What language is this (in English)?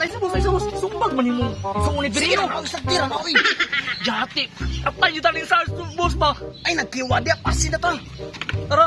Cebuano